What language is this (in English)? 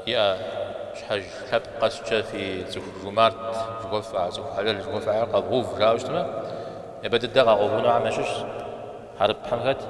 Kabardian